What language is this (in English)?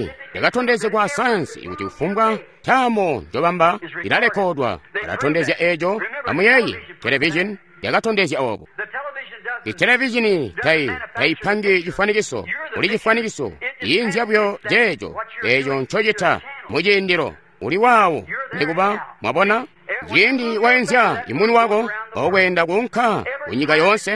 Tonga (Zambia)